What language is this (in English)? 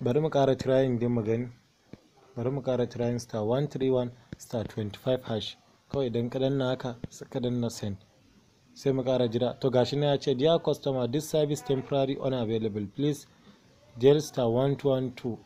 Hausa